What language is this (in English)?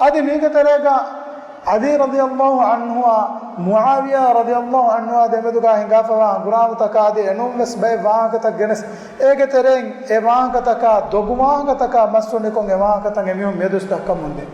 Divehi